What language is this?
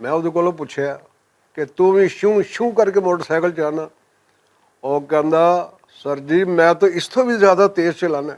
Western Panjabi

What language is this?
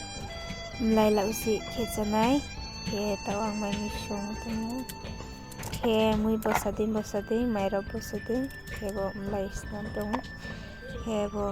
Riang (India)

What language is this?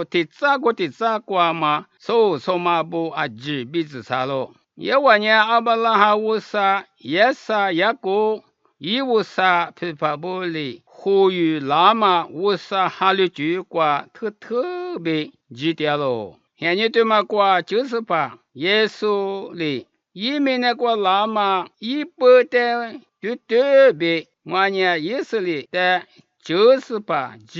Lisu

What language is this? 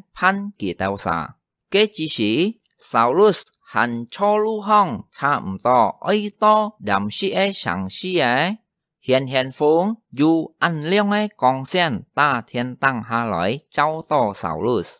Hakka Chinese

